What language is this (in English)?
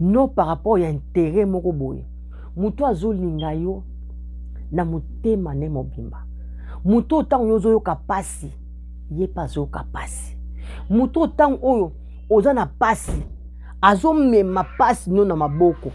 Lingala